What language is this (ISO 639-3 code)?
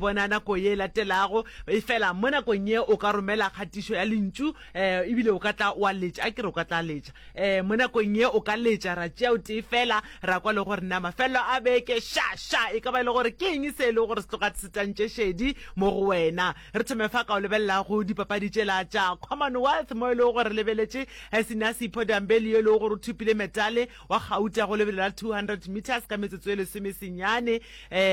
nso